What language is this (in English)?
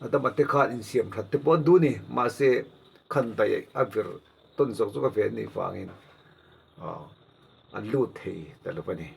Mizo